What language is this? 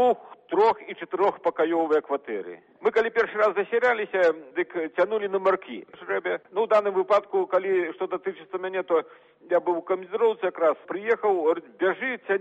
Belarusian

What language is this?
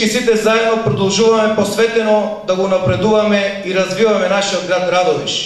Macedonian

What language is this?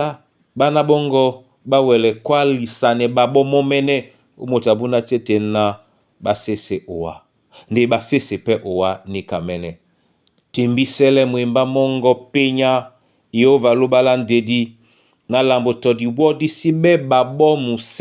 Duala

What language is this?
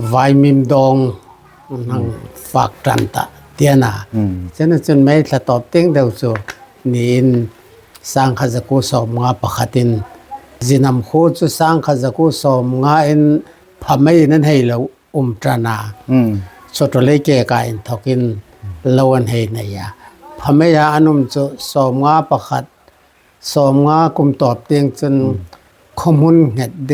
Hmar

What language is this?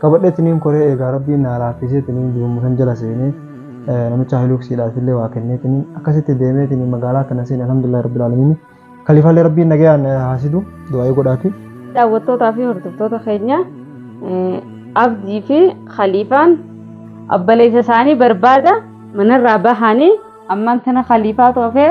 Oromo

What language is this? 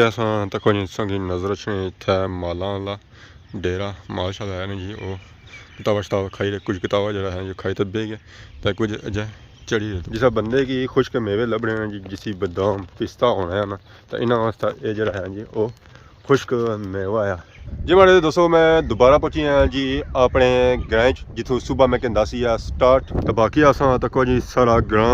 Pahari-Potwari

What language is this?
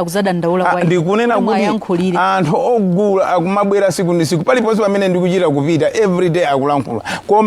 Nyanja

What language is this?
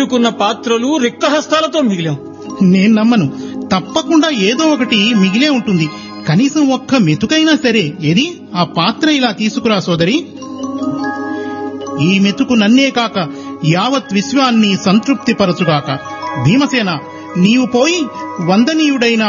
Telugu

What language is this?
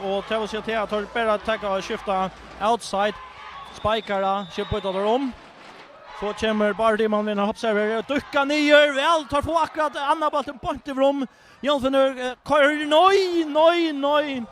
Faroese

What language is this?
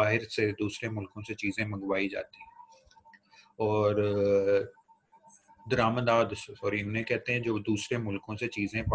Urdu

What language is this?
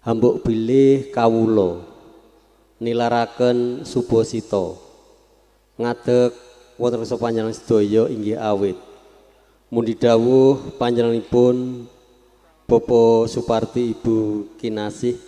Javanese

